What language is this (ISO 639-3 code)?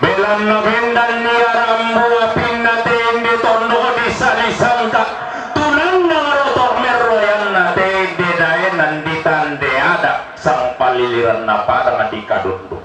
sda